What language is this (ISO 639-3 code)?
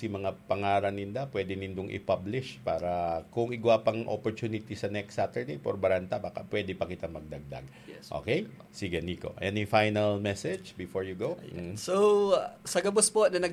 bik